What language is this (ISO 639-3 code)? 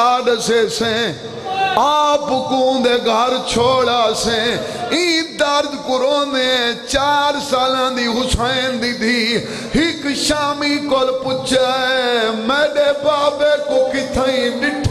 skr